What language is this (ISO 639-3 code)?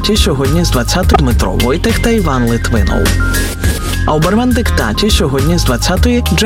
ukr